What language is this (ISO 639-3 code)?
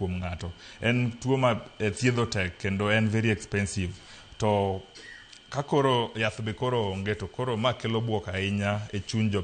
luo